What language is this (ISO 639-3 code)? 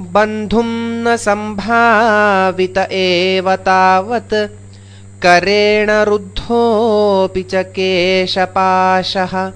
san